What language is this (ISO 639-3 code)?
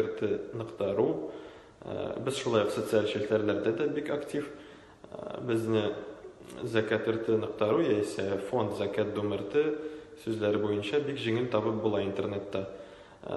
tat